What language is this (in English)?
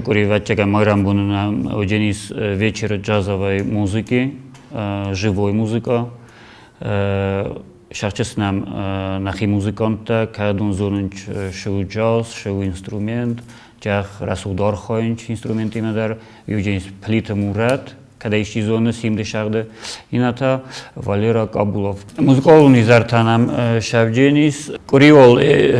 Ossetic